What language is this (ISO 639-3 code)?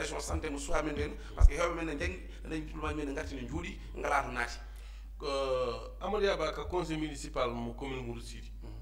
ful